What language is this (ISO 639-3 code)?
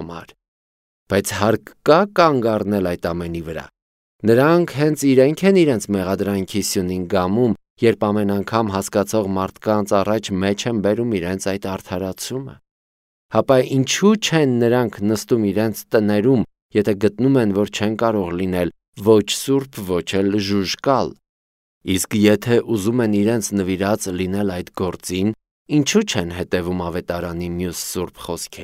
hye